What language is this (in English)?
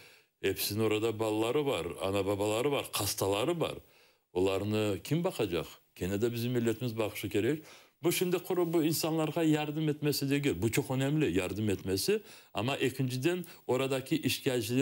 Crimean Tatar